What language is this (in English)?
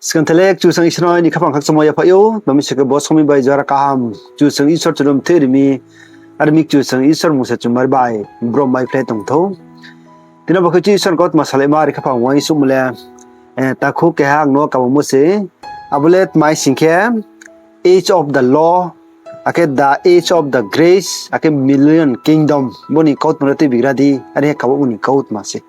Riang (India)